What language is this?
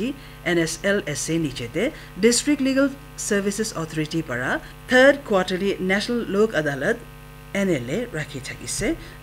Naga Pidgin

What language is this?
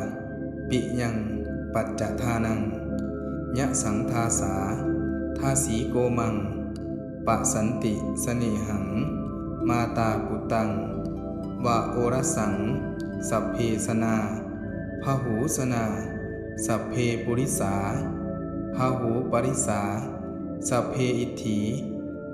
Pali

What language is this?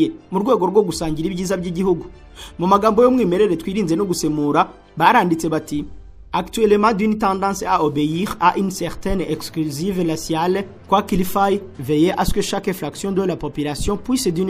Kinyarwanda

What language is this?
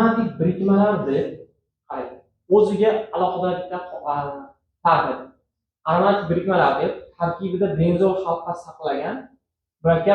Uzbek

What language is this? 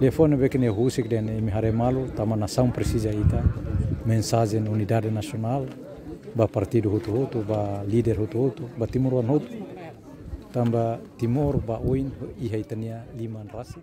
Tetum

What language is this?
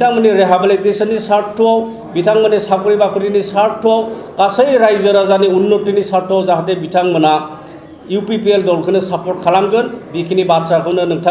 Bodo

